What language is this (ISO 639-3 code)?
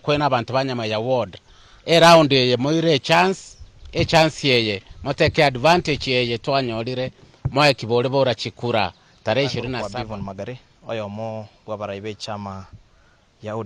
guz